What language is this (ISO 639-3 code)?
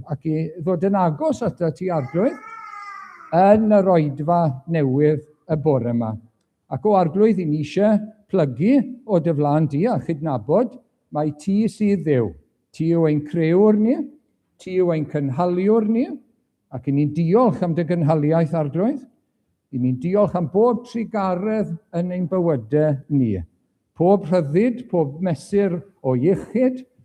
cym